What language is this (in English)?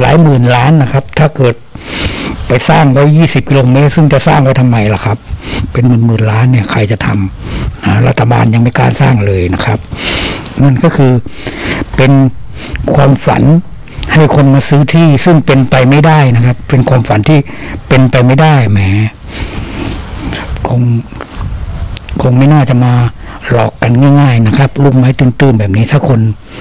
Thai